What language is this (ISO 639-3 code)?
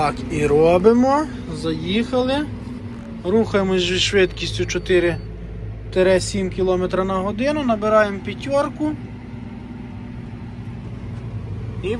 ukr